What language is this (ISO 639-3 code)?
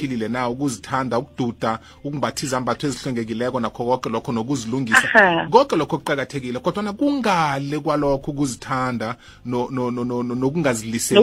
nbl